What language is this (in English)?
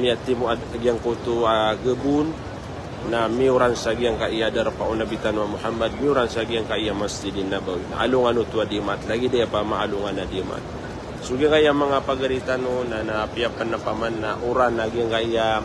Maranao